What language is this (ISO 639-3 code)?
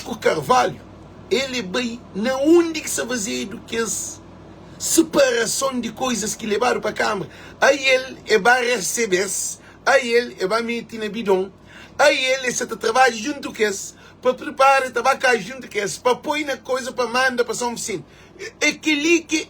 kea